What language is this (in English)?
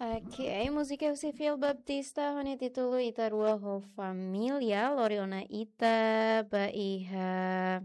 Tetum